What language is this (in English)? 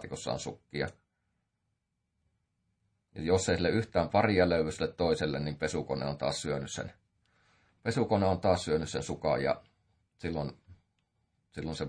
Finnish